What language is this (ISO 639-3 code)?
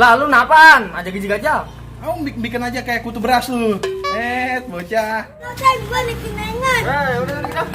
bew